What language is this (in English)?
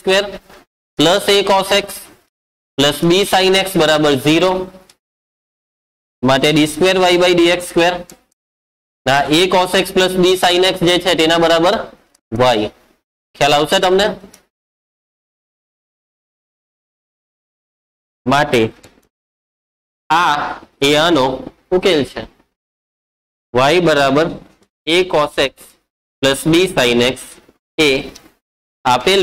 Gujarati